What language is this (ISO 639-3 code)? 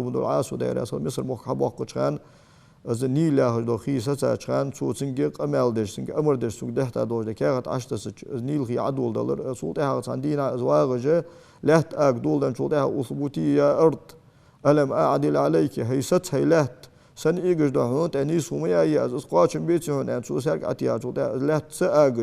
inh